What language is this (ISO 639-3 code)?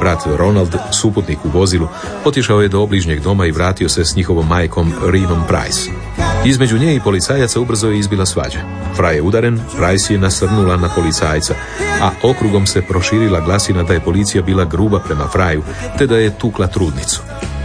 hrv